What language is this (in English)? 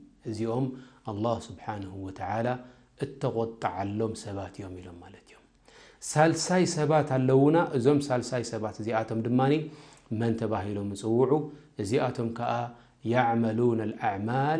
Tigrinya